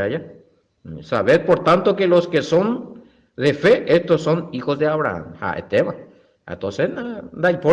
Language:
Guarani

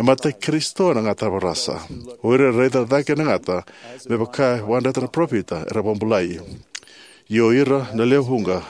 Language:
Fijian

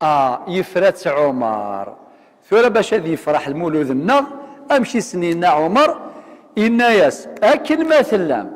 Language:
Kabyle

